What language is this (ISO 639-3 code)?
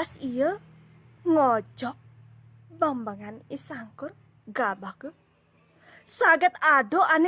ban